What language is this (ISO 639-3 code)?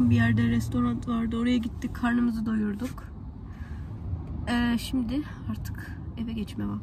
tur